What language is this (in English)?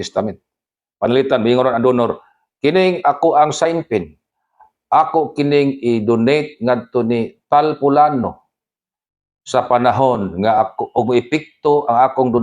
Cebuano